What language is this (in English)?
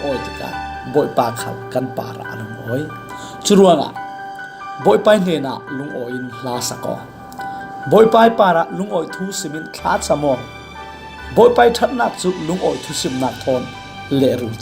Falam Chin